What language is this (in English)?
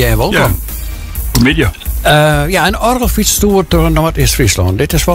Western Frisian